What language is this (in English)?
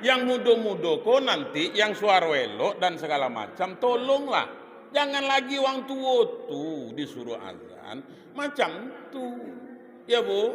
Minangkabau